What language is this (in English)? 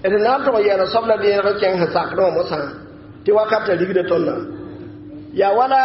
Mossi